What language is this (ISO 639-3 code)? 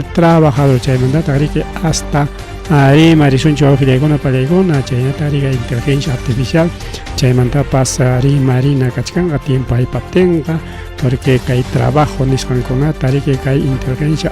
quy